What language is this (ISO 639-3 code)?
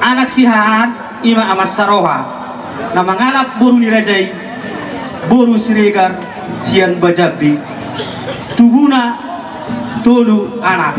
bbc